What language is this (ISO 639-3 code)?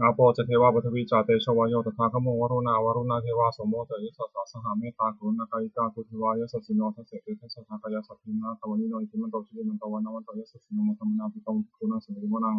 pli